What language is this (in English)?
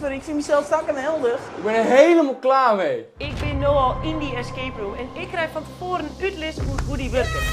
Western Frisian